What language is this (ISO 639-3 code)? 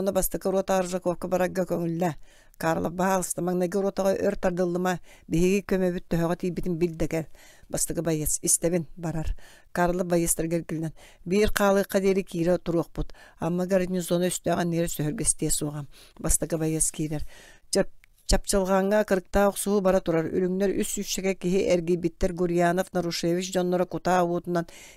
sah